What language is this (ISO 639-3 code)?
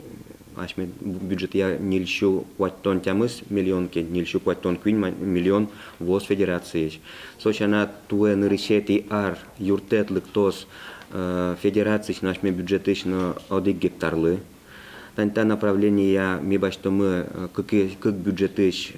udm